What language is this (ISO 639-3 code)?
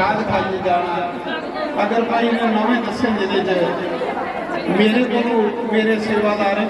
doi